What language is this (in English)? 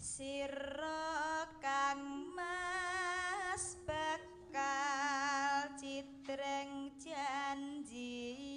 Javanese